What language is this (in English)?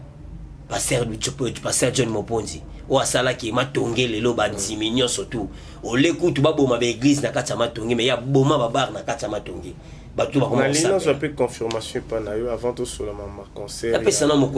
Lingala